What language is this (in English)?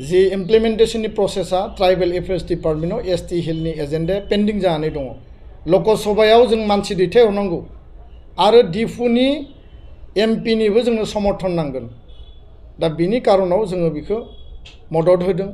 Bodo